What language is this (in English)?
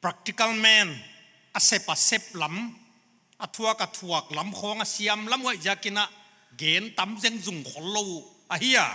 Paite Chin